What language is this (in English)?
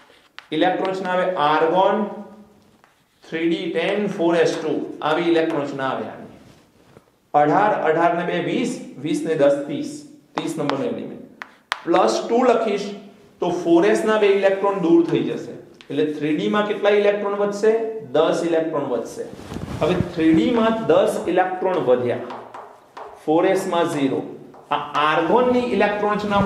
Gujarati